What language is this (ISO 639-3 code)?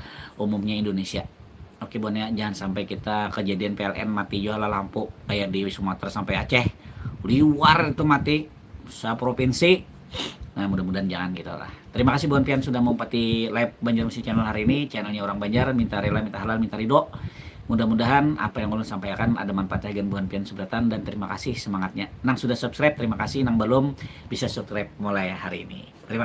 bjn